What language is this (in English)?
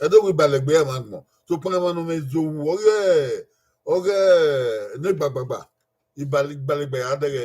Bini